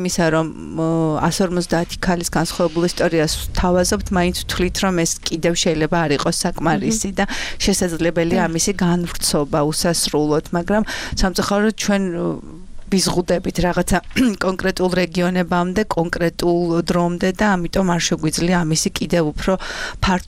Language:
Georgian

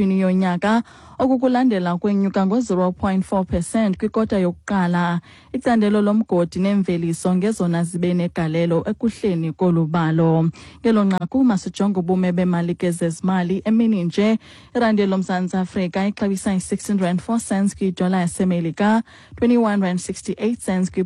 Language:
Xhosa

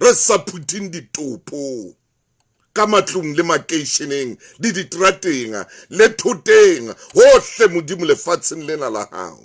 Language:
Southern Sotho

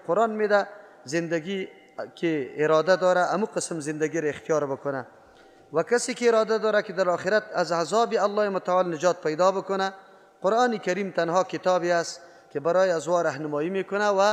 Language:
Persian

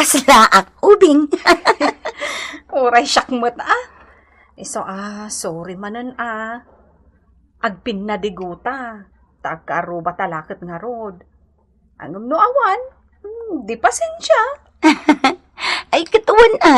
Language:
Iloko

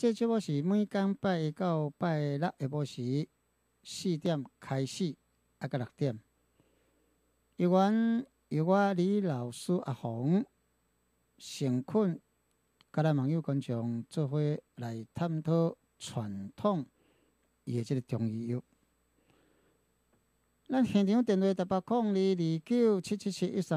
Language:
Min Nan Chinese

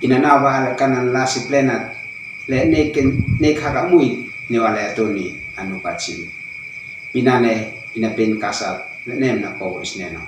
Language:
Uab Meto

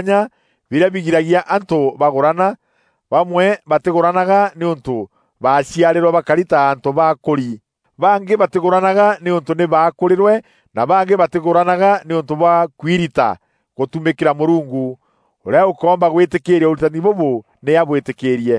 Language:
Meru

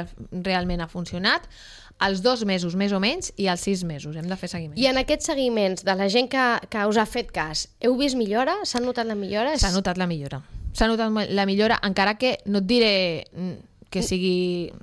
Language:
Catalan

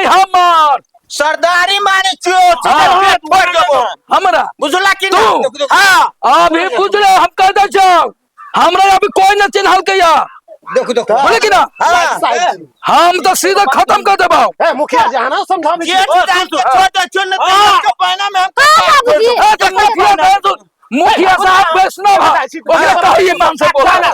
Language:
Maithili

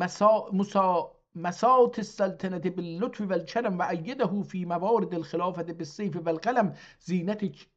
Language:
South Azerbaijani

